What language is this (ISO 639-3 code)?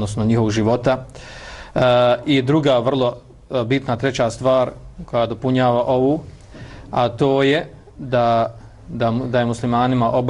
bos